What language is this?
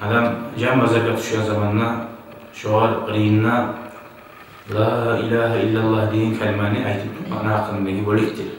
Kumyk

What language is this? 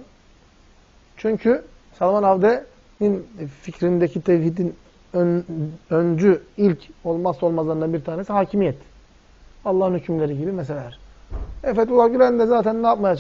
Turkish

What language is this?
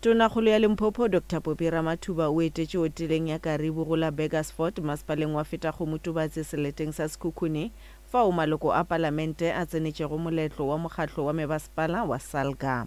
Northern Sotho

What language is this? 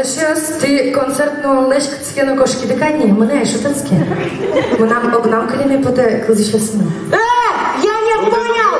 Udmurt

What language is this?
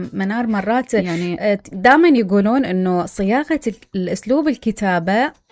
Mesopotamian Arabic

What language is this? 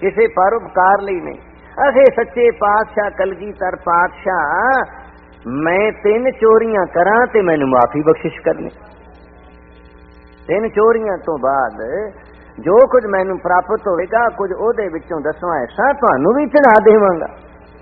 Punjabi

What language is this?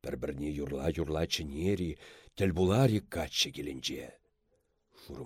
Chuvash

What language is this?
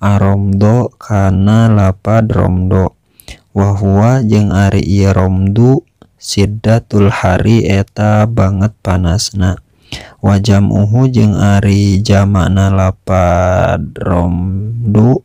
Sundanese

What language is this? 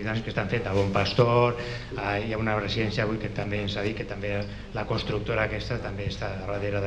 Catalan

